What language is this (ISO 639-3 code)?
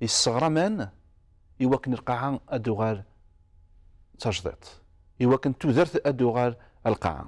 kab